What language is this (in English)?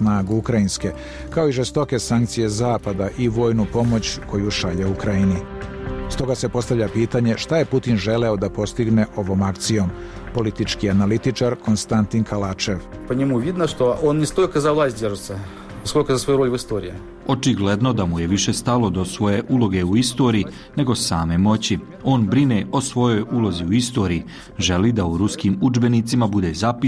Serbian